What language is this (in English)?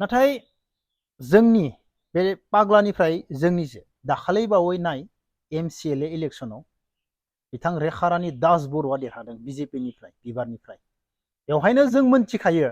Bodo